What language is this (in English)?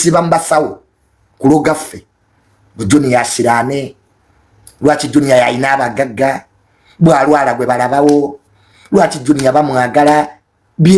Ganda